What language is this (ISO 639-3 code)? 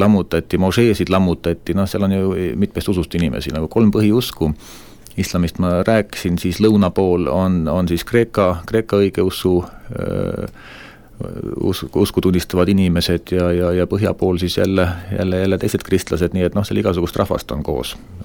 est